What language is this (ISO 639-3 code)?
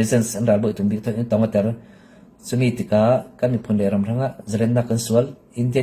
cfm